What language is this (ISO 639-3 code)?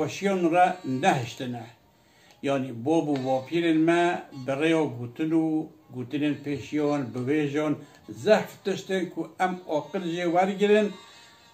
kur